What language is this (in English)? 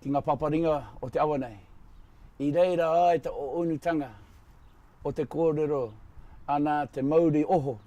Māori